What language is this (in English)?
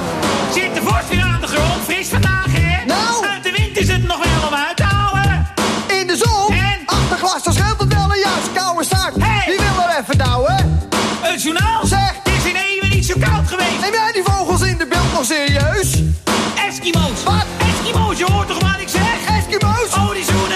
Dutch